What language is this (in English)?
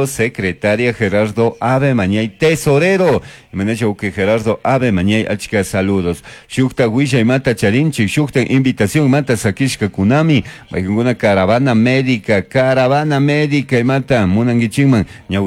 Chimborazo Highland Quichua